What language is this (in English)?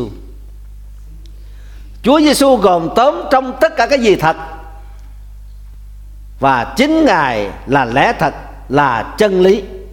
Vietnamese